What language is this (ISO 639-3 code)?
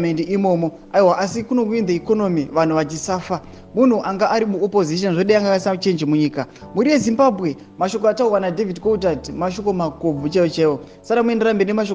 sna